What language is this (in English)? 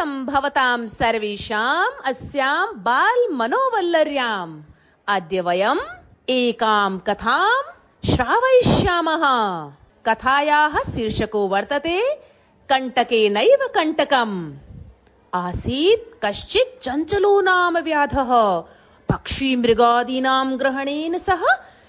Sanskrit